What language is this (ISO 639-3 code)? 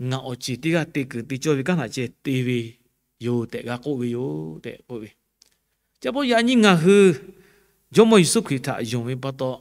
lhu